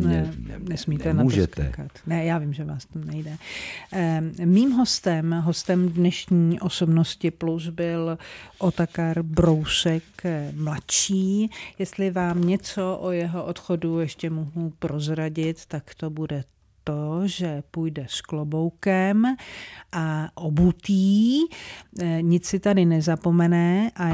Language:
Czech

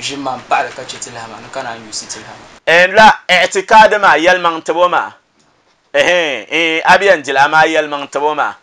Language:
Dagbani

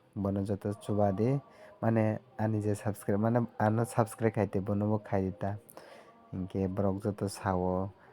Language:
Kok Borok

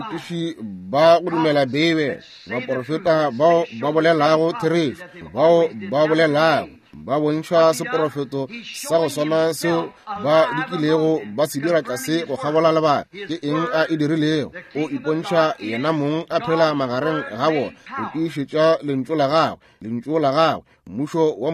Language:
Northern Sotho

